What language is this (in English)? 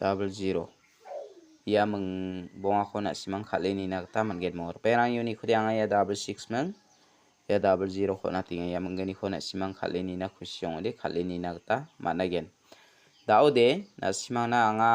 Garo